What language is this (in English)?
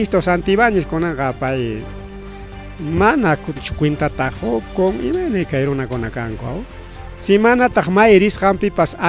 Ayacucho Quechua